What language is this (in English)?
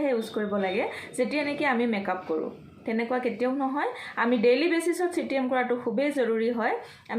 Assamese